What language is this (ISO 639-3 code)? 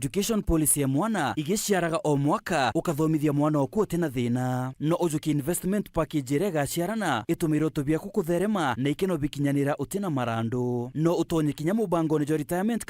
mer